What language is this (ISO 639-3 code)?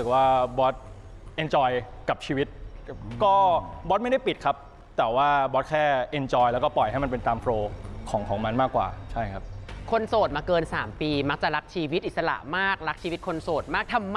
tha